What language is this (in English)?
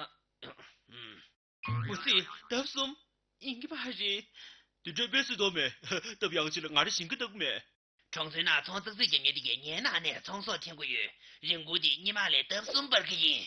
Tibetan